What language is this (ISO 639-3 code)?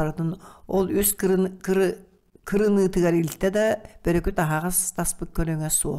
sah